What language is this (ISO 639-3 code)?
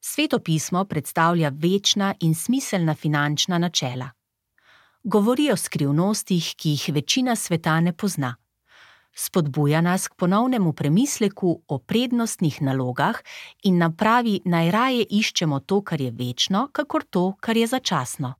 slv